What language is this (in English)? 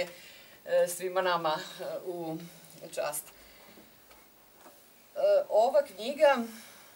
Serbian